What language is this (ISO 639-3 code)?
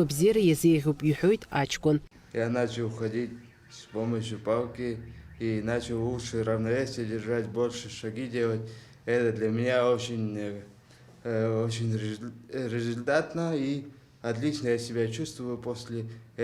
abk